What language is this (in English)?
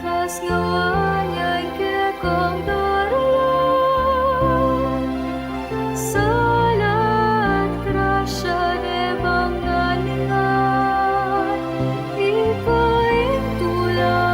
Pampanga